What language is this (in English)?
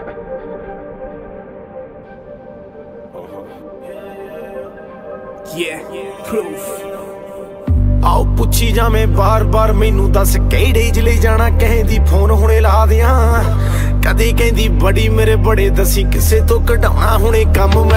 Punjabi